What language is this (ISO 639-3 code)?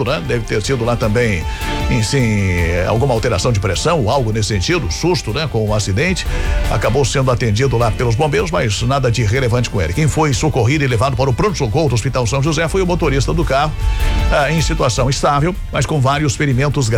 por